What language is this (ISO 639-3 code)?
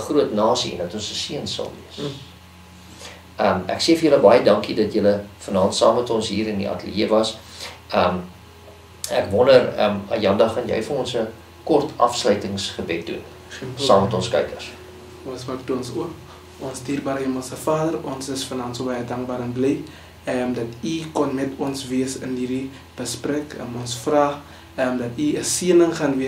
afr